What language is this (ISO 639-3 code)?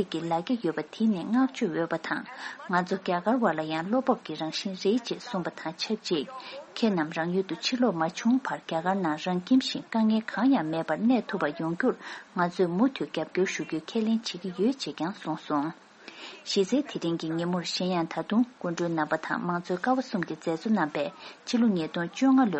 bod